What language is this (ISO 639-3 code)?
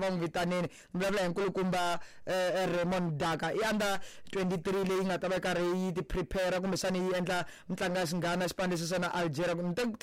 tso